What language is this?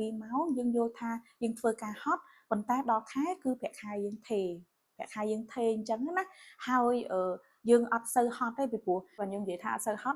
Khmer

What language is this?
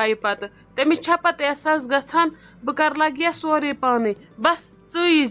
Kashmiri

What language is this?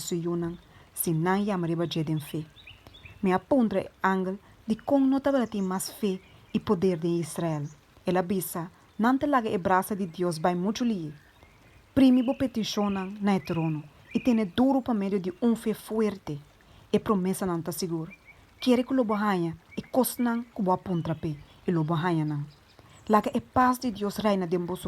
Papiamento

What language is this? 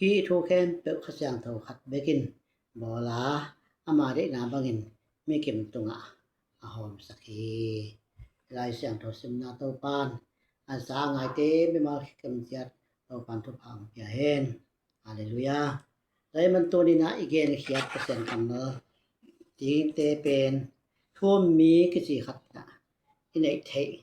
Tedim Chin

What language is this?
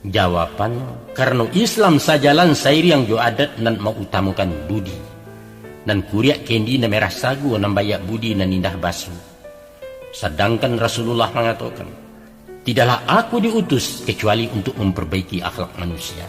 Minangkabau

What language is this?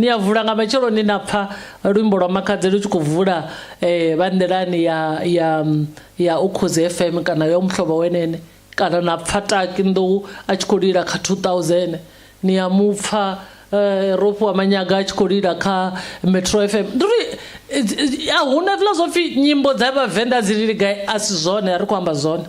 Venda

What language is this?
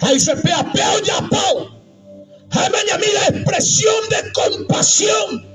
Guarani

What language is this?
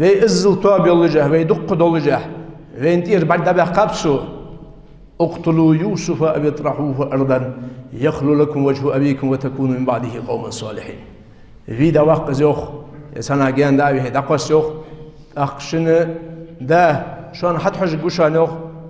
Ingush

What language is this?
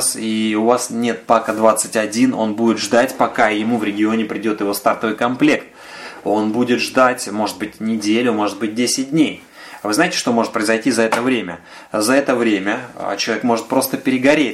Russian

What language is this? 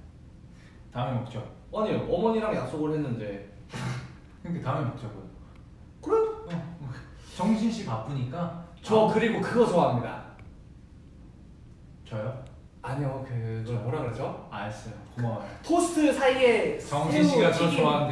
Korean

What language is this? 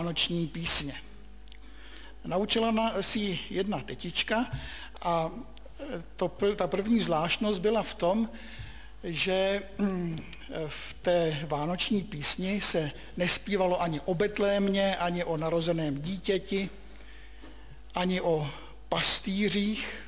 Czech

